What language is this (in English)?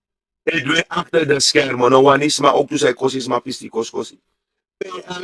Sranan Tongo